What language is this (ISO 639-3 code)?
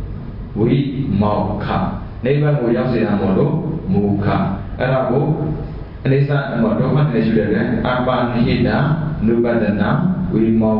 mya